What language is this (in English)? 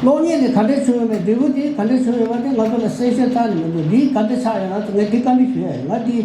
Tibetan